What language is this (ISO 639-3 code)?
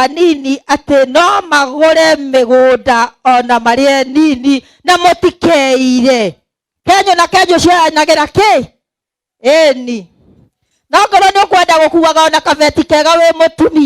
kik